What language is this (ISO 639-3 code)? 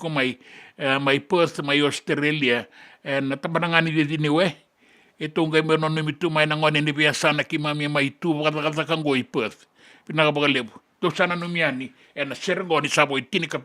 fij